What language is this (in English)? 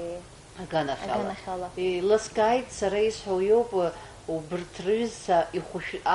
Abkhazian